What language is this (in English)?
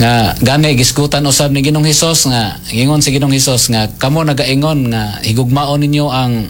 Cebuano